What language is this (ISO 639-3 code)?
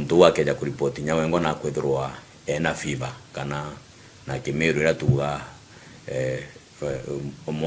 mer